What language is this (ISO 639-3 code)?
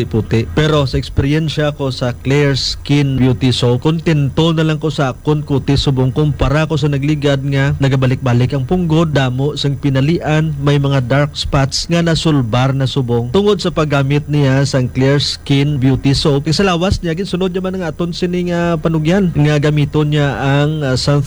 hil